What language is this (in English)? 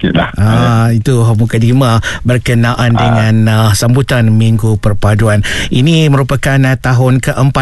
Malay